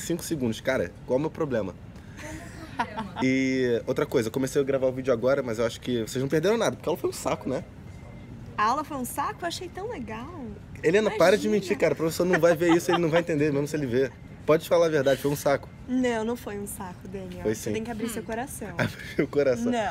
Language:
Portuguese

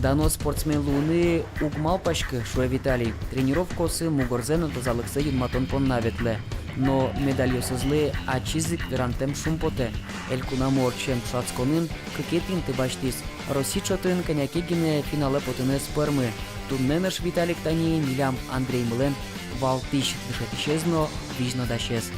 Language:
Udmurt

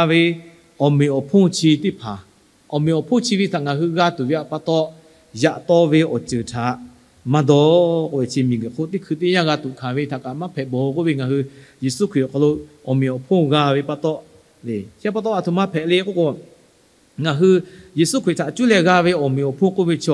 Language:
Lahu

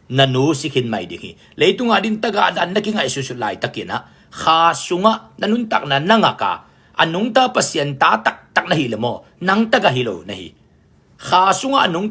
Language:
Tedim Chin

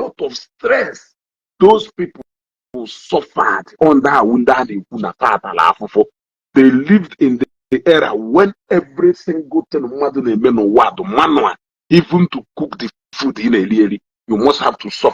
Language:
Igbo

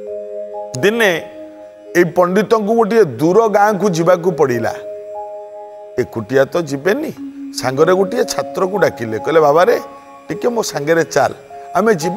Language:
Odia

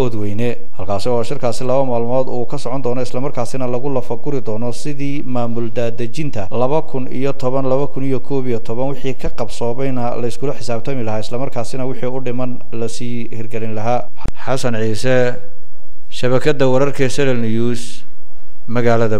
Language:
Somali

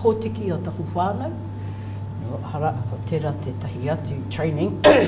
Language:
Māori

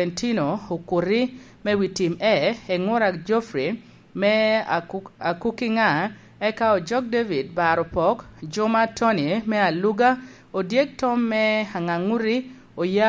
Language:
Lango (Uganda)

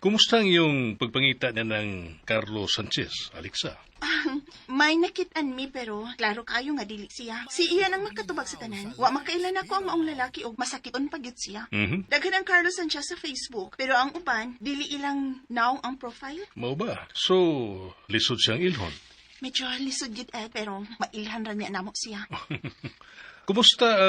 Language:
Cebuano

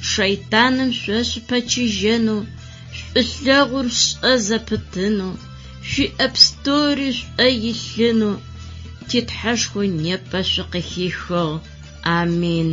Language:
Adyghe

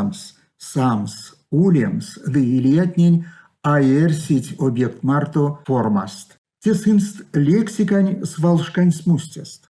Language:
Erzya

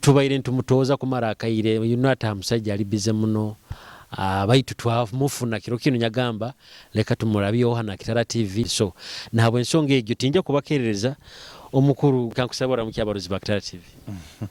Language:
Nyoro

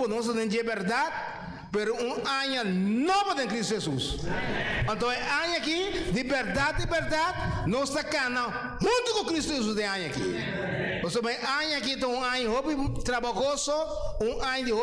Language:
Papiamento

